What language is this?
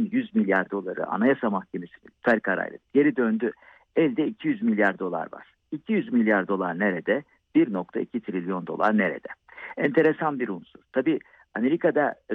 Turkish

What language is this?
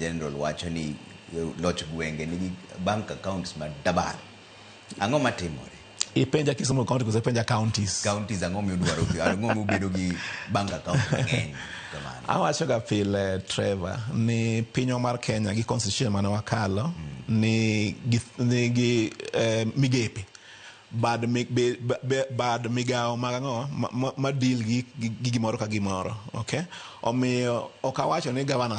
Luo (Kenya and Tanzania)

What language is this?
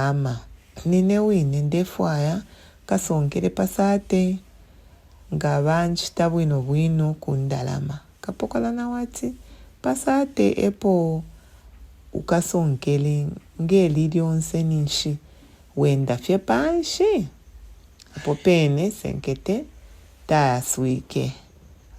Bemba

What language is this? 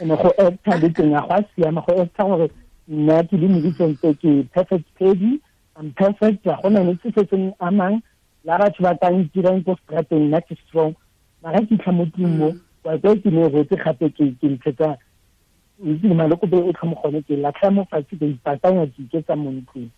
Tswana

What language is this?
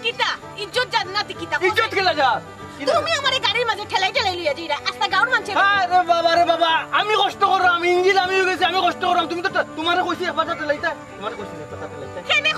Sylheti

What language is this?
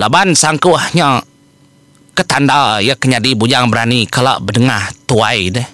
Iban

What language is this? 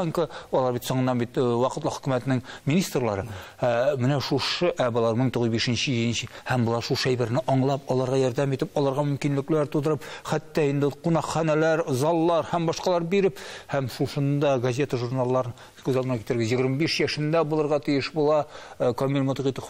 Tatar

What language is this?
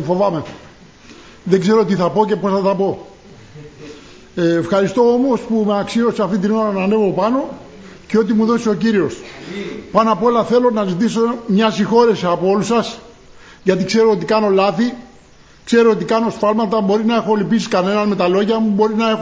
Greek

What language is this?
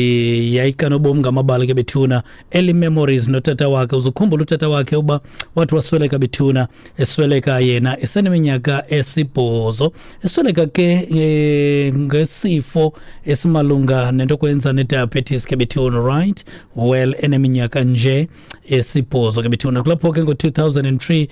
Xhosa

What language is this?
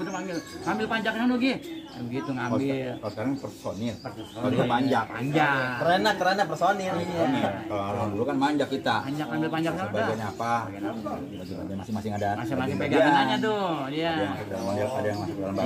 Betawi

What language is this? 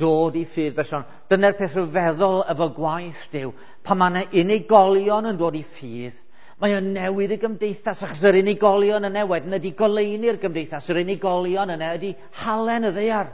Welsh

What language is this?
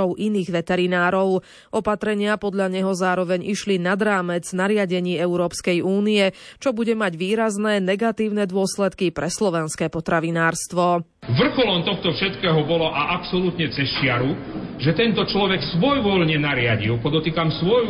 Slovak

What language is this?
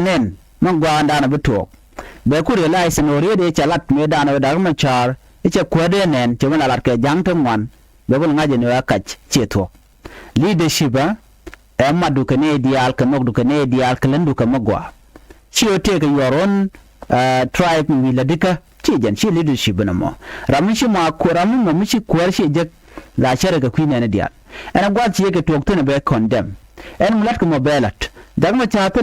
Nuer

